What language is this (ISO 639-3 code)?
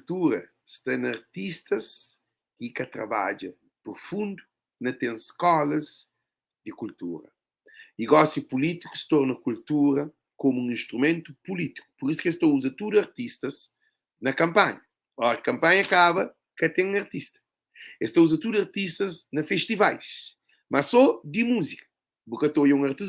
kea